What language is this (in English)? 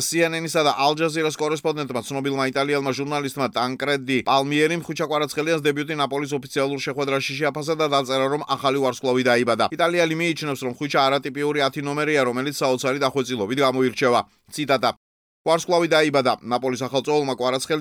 Georgian